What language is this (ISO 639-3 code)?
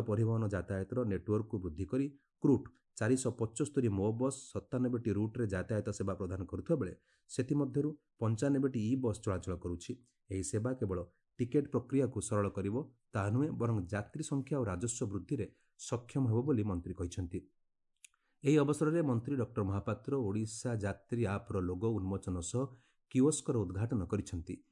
ori